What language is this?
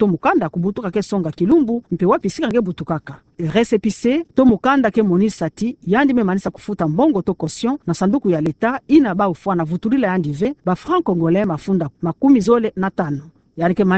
Kituba (Democratic Republic of Congo)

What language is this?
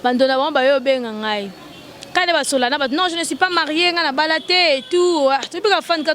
Lingala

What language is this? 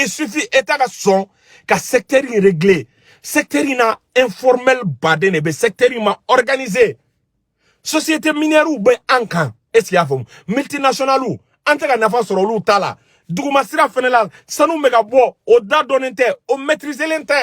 Bambara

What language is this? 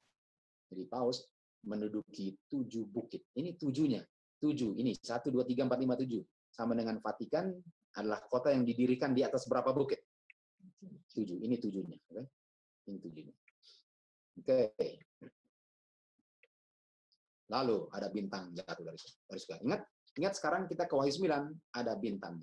Indonesian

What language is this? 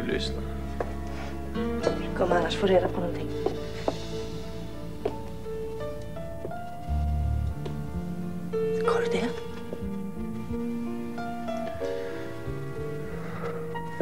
Swedish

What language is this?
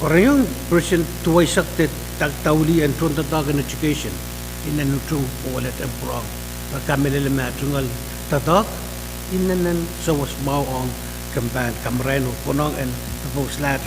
Pohnpeian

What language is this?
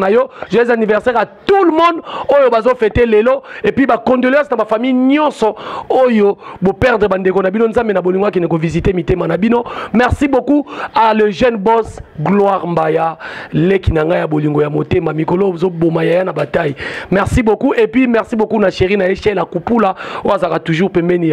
Lingala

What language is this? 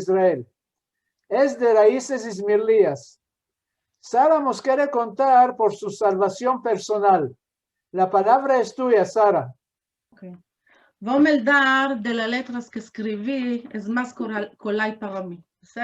Ladino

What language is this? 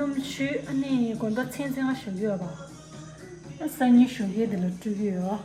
Tibetan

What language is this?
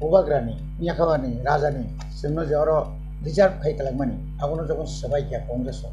Kok Borok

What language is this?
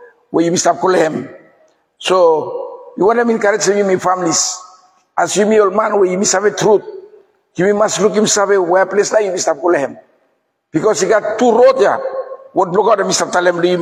Bislama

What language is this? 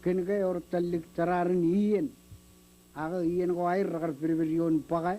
Marshallese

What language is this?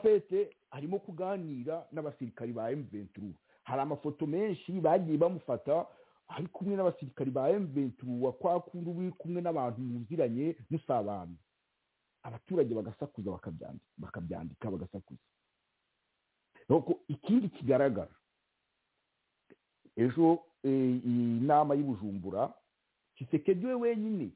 Kinyarwanda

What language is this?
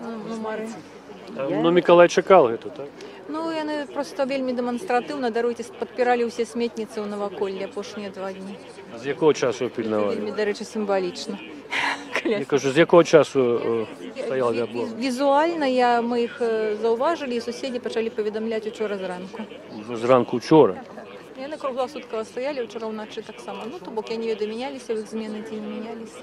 Belarusian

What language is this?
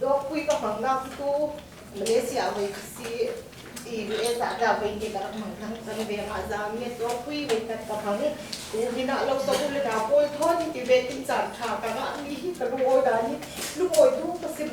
Falam Chin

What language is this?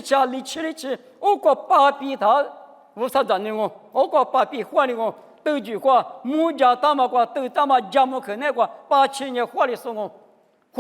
Lisu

